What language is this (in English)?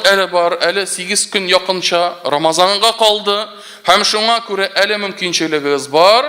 Tatar